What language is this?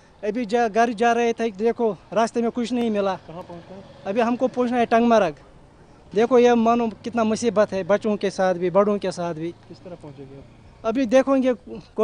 Gujarati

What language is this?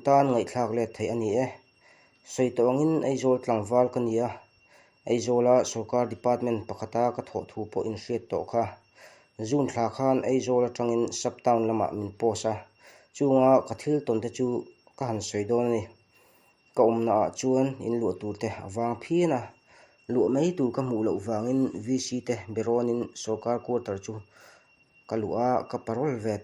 Mizo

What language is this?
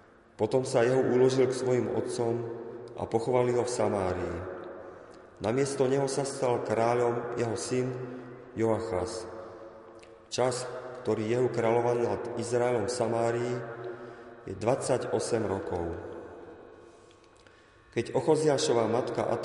Slovak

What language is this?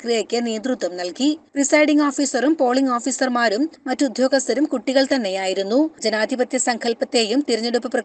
Malayalam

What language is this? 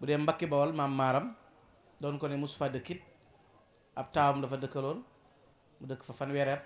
Wolof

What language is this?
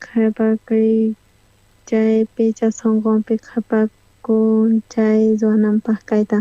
South Bolivian Quechua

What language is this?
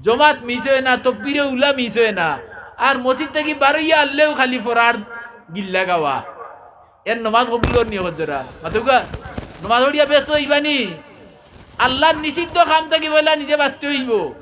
Sylheti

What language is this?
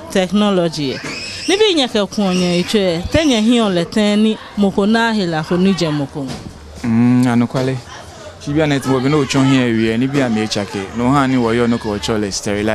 Ga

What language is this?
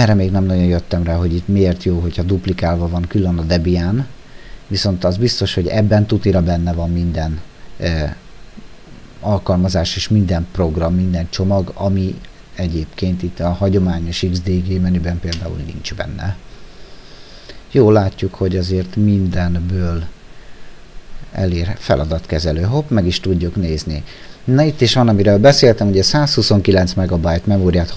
Hungarian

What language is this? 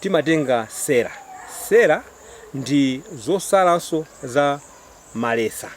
Nyanja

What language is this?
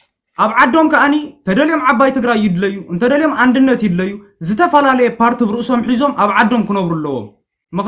Tigrinya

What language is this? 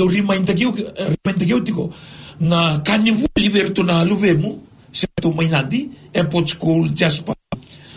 Fijian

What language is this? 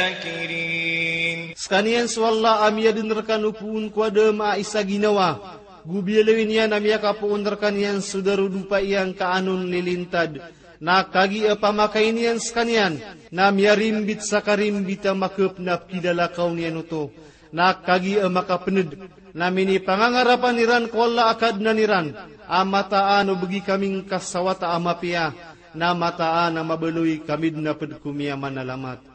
Maranao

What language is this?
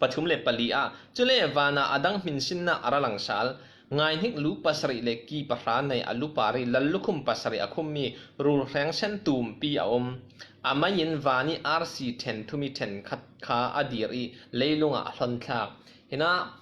Falam Chin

